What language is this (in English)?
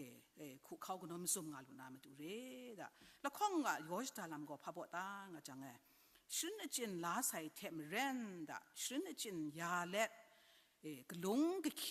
Kachin